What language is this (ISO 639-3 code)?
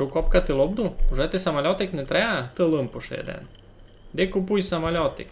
rue